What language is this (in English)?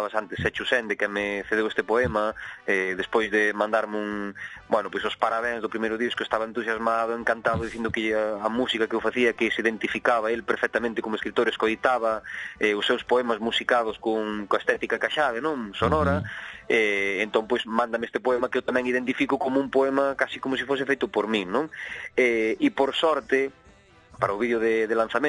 Galician